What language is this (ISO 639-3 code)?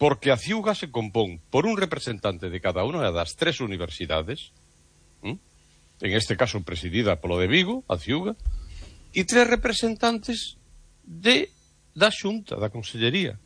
glg